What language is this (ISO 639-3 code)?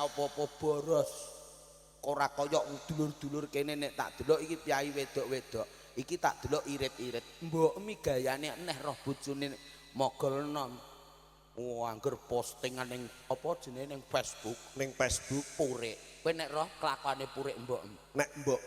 jav